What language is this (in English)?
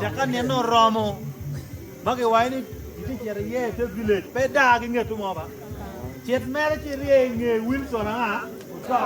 Acoli